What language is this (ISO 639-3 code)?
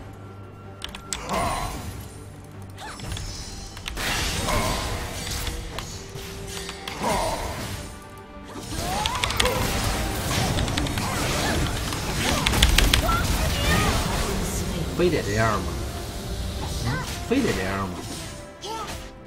zho